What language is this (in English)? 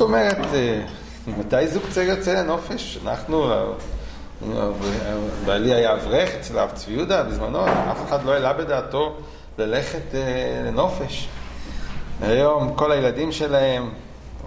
Hebrew